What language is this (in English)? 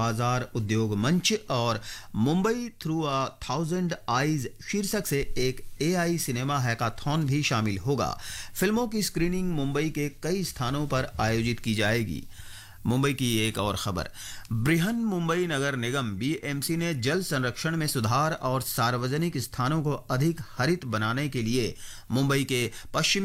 Hindi